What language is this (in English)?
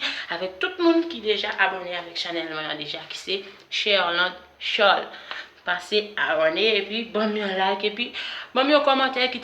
Haitian Creole